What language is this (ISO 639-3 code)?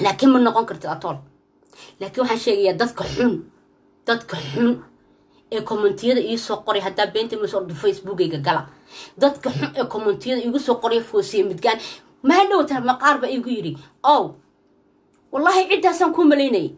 som